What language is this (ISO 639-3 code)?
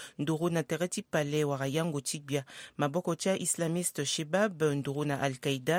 sag